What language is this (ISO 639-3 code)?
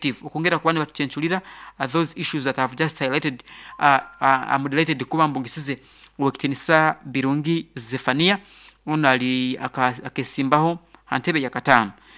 nyo